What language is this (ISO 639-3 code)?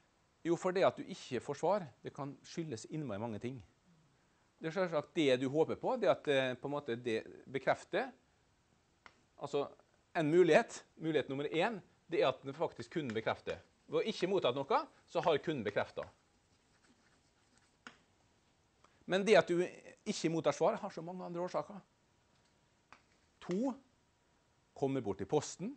nor